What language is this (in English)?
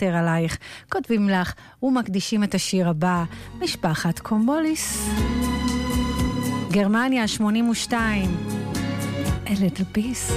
Hebrew